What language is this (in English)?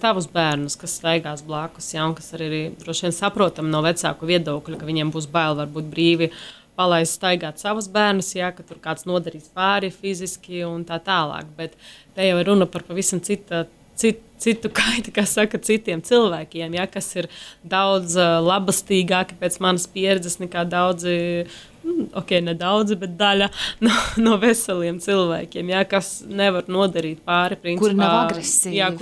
Latvian